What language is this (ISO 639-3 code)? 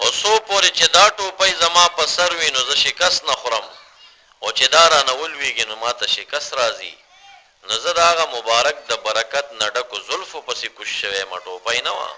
pus